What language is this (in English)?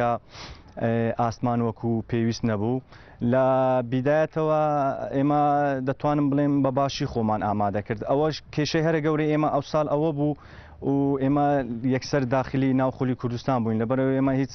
Central Kurdish